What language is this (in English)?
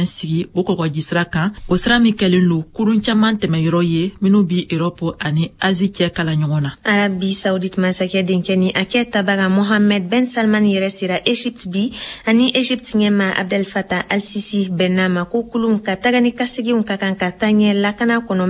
Bambara